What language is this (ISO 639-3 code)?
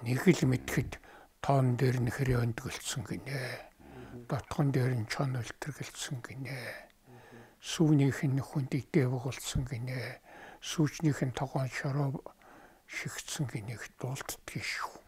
mon